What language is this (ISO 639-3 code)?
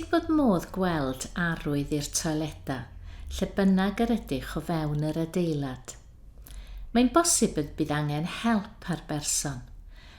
cym